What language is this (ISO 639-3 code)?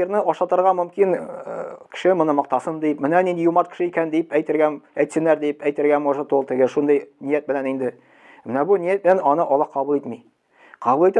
tat